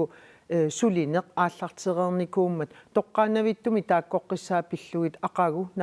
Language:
Kalaallisut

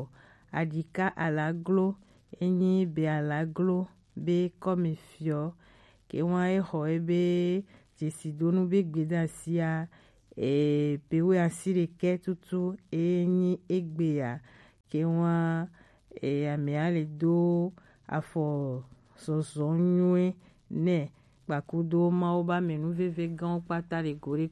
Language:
Gen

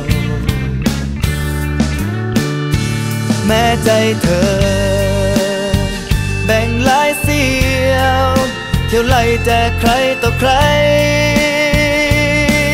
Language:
Thai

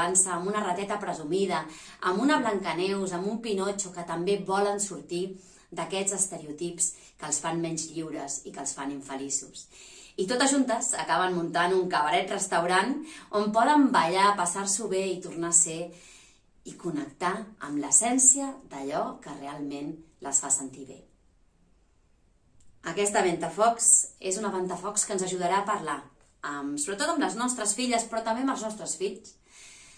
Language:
Catalan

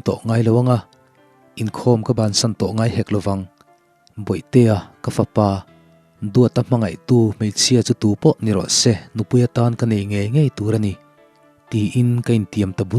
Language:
Mizo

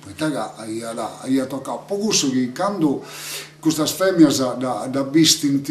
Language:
Sardinian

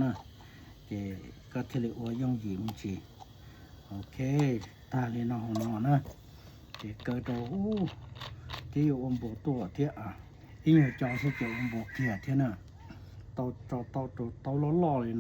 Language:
Hmong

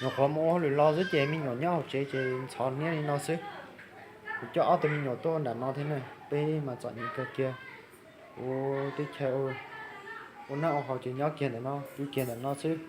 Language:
Hmong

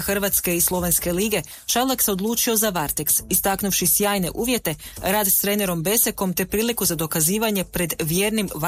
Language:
Croatian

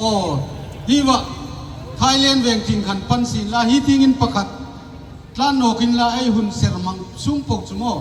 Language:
Hmar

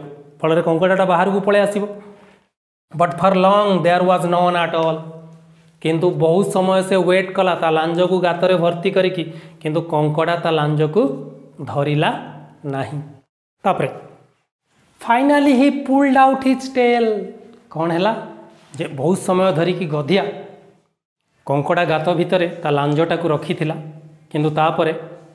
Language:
Odia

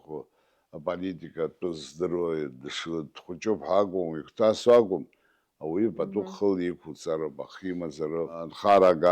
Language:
Abkhazian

